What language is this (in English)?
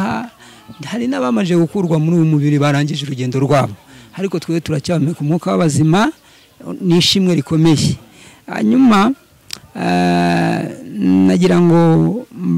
Kinyarwanda